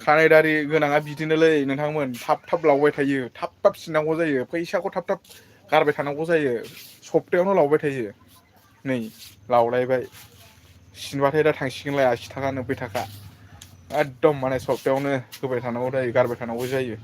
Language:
Bodo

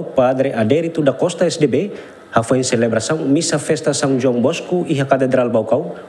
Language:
Tetum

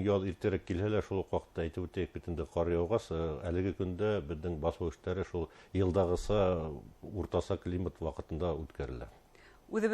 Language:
Bashkir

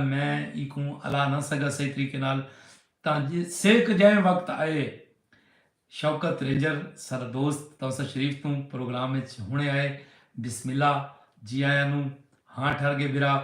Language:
Saraiki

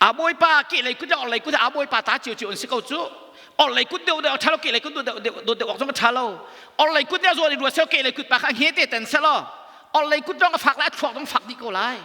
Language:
Hakha Chin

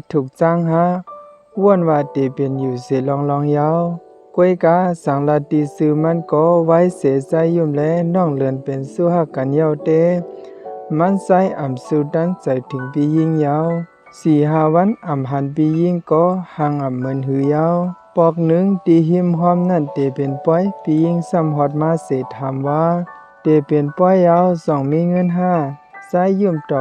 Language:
Shan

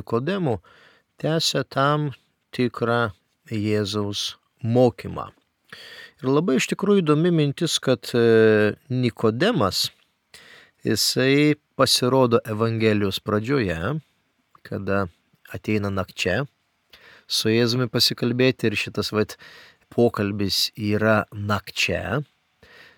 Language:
Lithuanian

